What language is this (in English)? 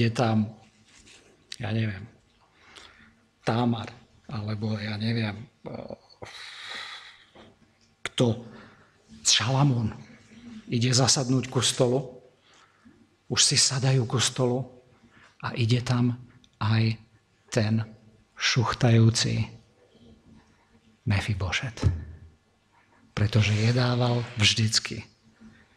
Slovak